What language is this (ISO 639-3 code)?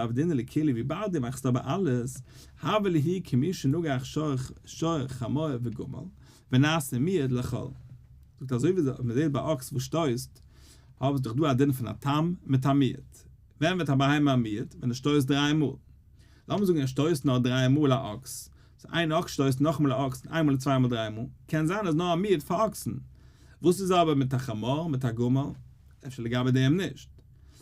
yid